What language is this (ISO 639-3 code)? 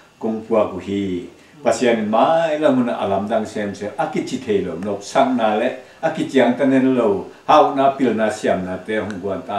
ctd